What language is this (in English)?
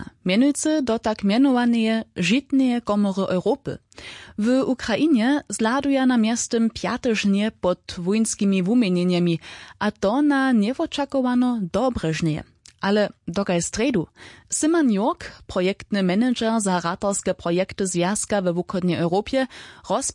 Upper Sorbian